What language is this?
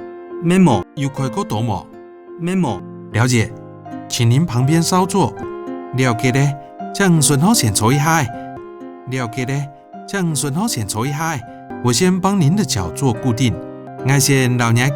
Hakka Chinese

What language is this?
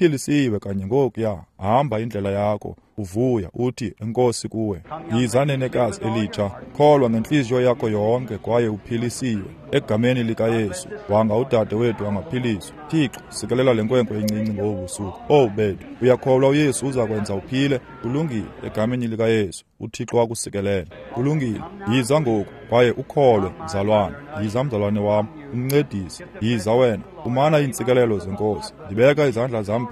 Xhosa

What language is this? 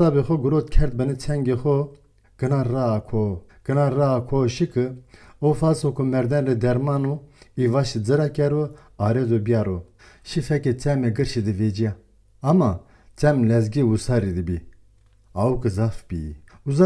Zaza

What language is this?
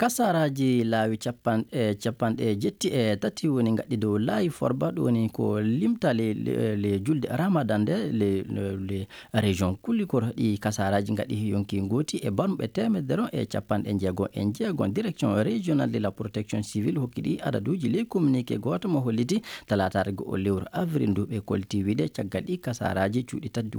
Fula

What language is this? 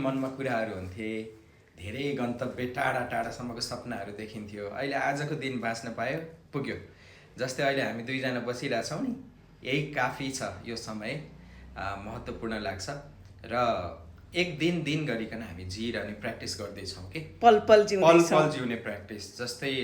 Nepali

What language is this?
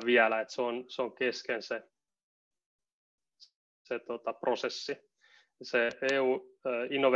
Finnish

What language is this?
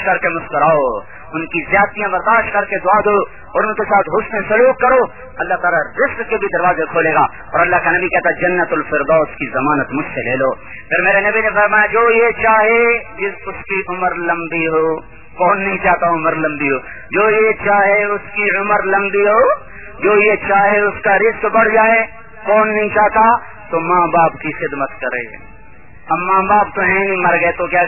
Urdu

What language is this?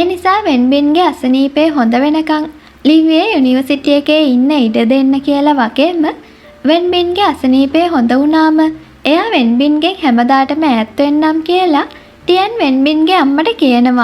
Sinhala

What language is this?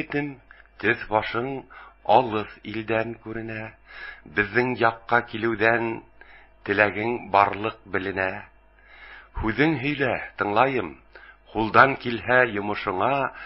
Bashkir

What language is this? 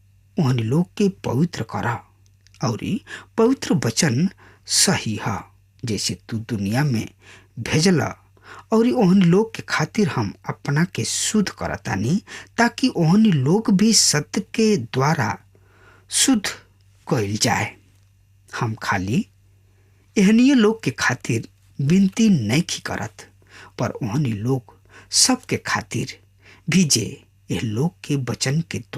Bhojpuri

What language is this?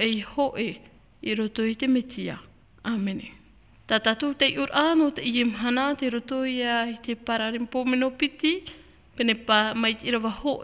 Tahitian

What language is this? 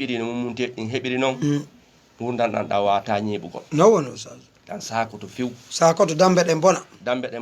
Fula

